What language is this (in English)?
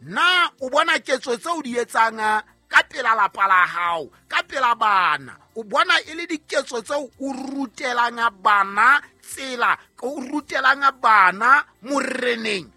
Southern Sotho